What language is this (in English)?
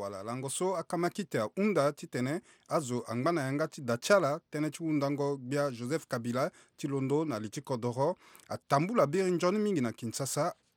Sango